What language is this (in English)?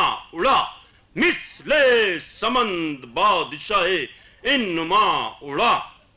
Urdu